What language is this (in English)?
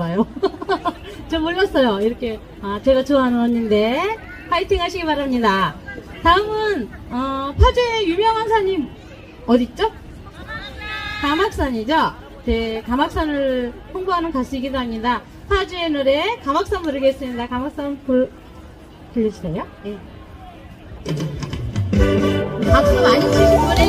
Korean